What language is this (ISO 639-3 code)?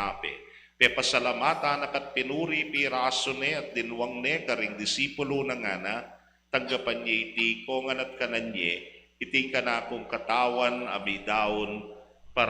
pam